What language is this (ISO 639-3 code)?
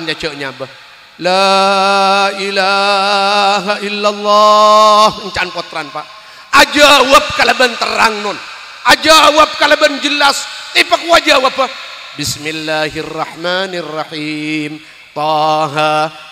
mad